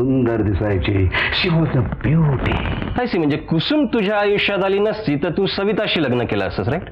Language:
Marathi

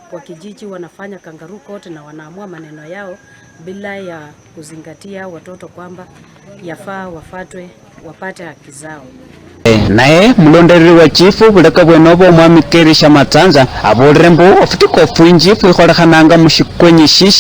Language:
Luyia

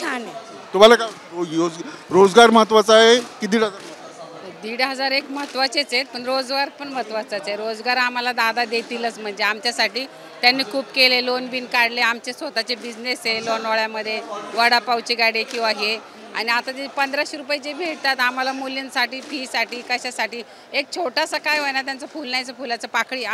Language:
Marathi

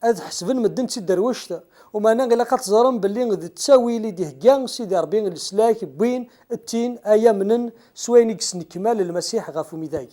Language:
Kabyle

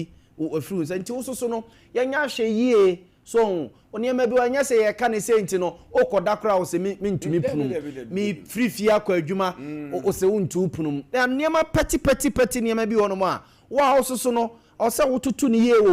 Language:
Akan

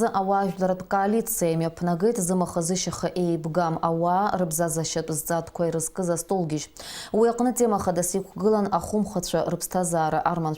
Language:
Abkhazian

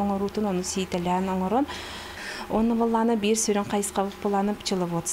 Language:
Yakut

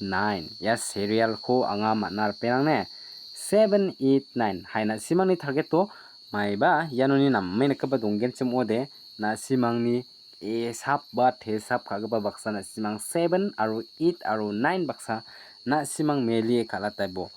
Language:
Garo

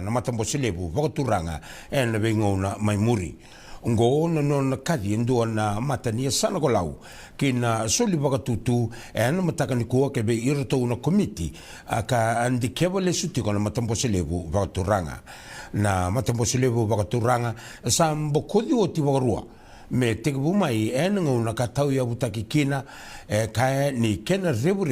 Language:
Fijian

